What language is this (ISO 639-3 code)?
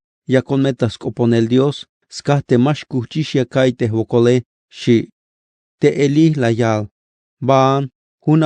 tzh